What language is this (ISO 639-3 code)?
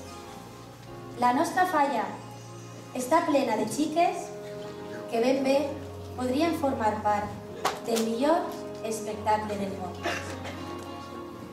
cat